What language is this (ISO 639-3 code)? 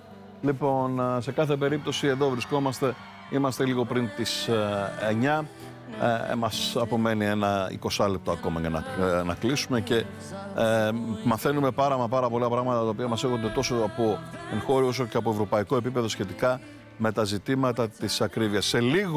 ell